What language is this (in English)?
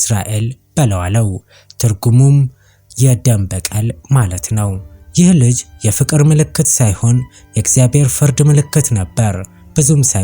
Amharic